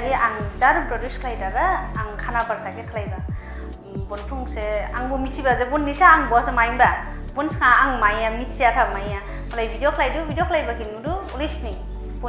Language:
Dimasa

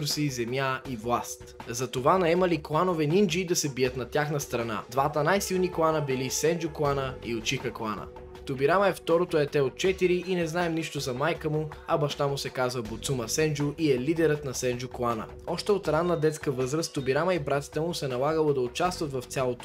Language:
Bulgarian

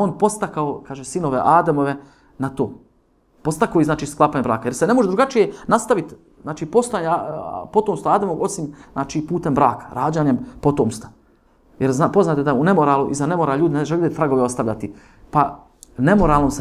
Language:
Bosnian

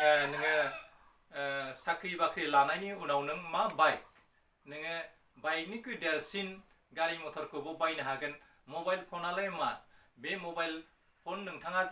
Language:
Bodo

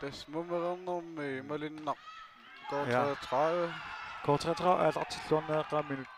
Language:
Kalaallisut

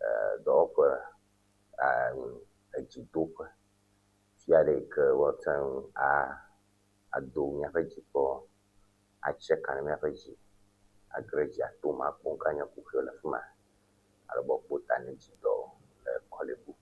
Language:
Ewe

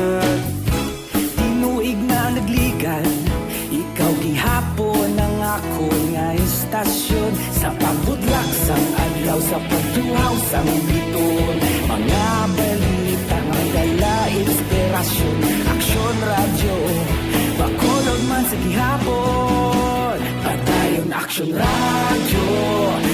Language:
Hiligaynon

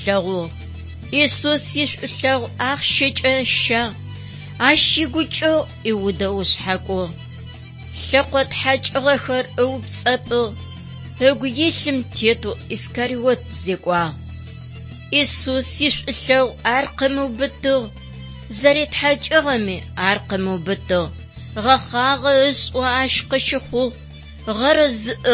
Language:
Adyghe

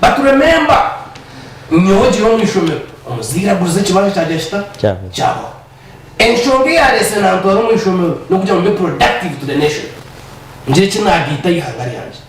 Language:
Nyankole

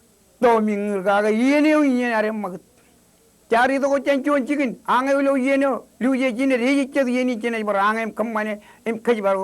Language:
Marshallese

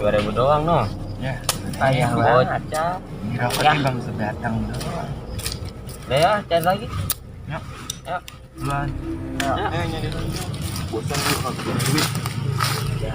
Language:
Betawi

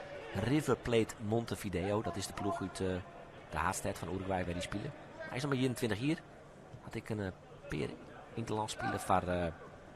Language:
Western Frisian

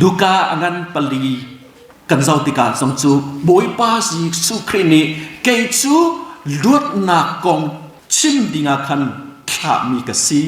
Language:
Hakha Chin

